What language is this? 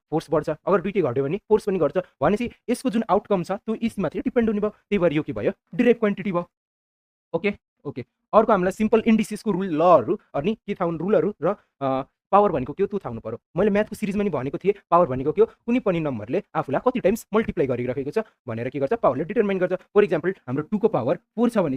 Nepali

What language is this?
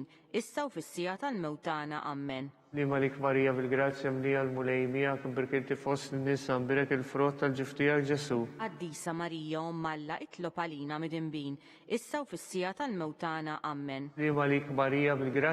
Maltese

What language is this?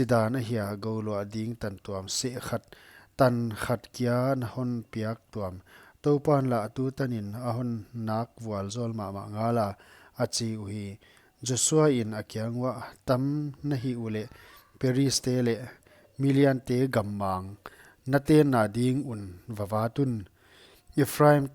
Paite Chin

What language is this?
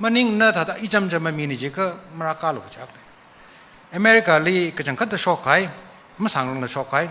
Tangkhul Naga (India)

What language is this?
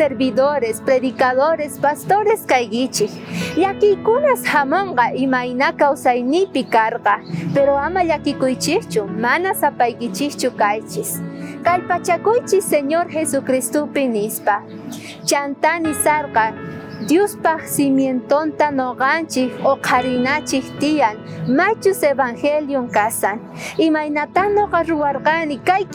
South Bolivian Quechua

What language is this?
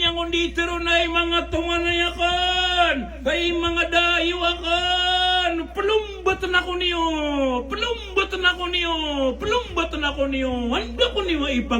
Maranao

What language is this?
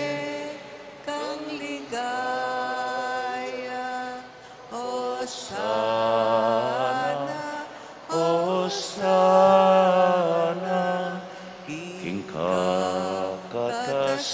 Pampanga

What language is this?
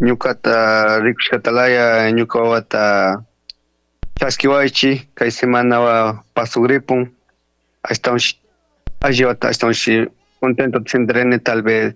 Chimborazo Highland Quichua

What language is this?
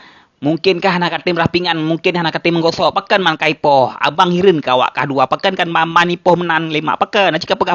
Achinese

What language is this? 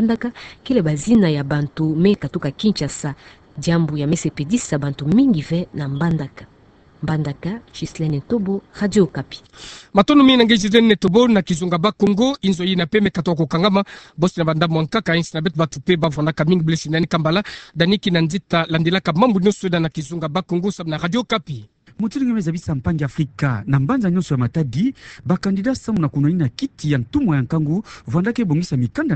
Kituba (Democratic Republic of Congo)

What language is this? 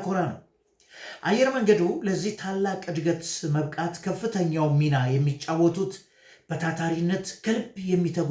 Amharic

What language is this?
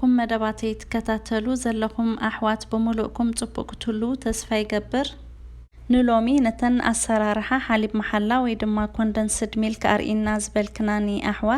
Tigrinya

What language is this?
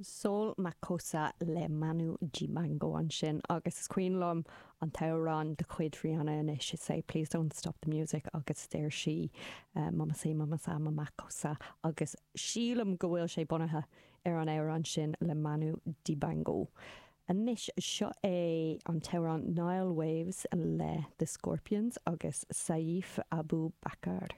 Irish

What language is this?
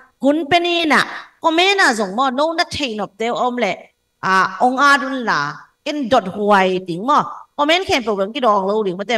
Tedim Chin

